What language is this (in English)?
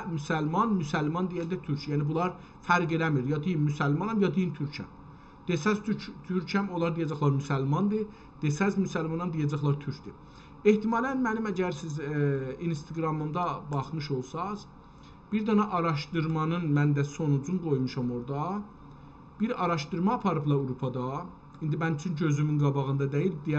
South Azerbaijani